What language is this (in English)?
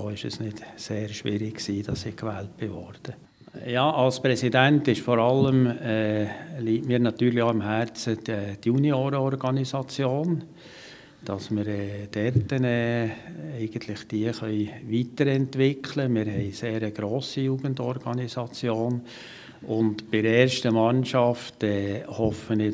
Swiss German